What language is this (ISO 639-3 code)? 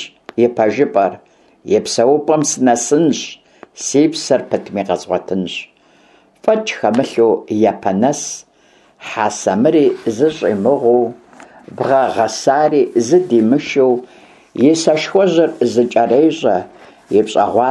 kbd